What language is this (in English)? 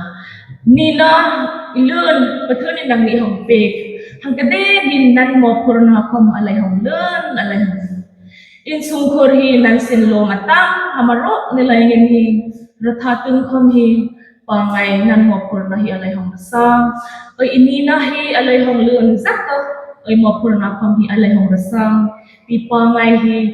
Hmar